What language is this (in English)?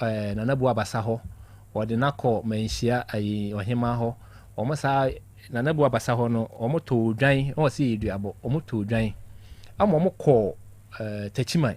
Akan